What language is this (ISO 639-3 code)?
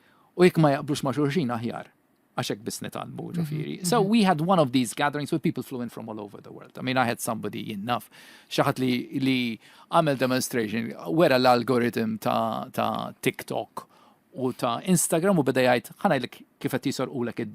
mlt